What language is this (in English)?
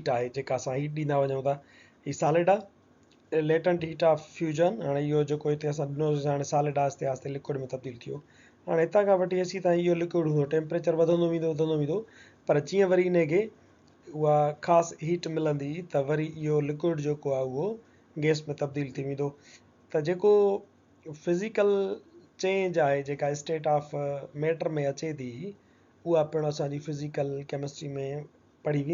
Sindhi